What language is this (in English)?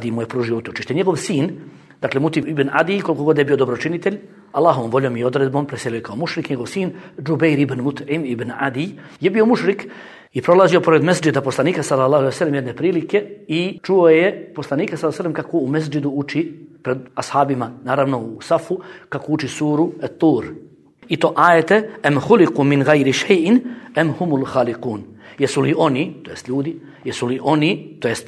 Bosnian